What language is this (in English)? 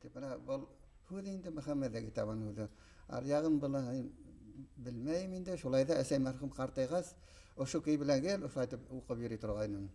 Bashkir